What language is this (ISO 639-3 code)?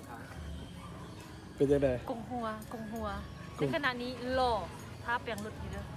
lao